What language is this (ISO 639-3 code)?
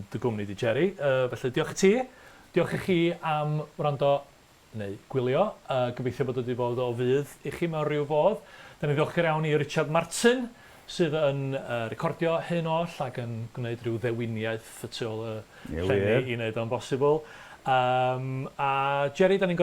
cym